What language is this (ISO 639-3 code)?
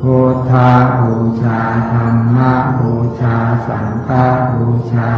pli